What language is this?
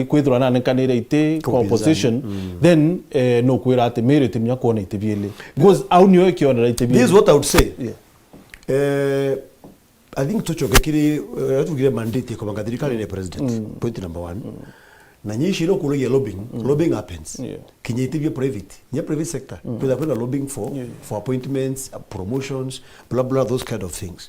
Meru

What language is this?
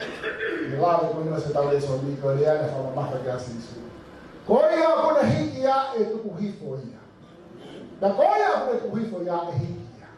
Tongan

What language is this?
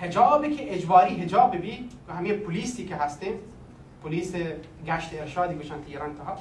Baluchi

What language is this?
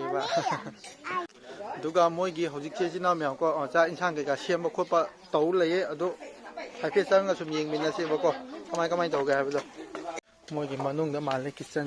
Manipuri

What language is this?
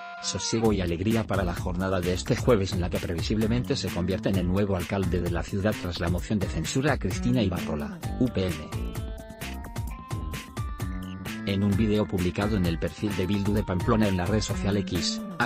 Spanish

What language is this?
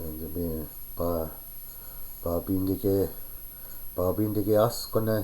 Chippewa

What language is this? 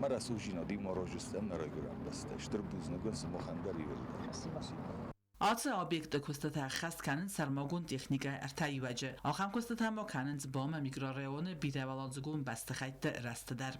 Ossetic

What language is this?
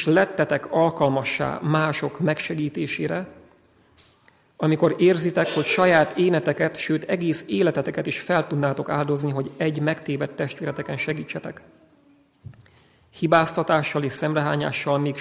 Hungarian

